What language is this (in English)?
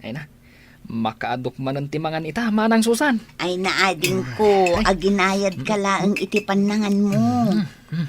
Iloko